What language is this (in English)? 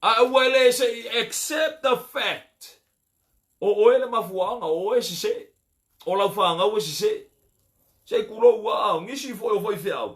Samoan